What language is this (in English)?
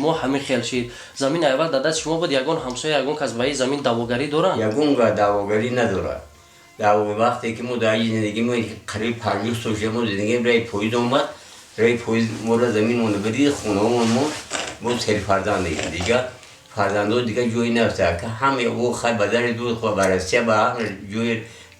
Tajik